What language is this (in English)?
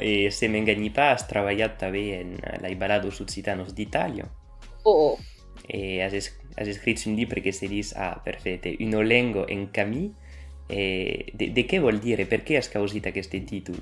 Occitan